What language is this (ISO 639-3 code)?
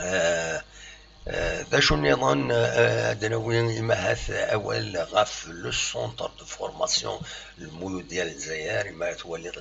kab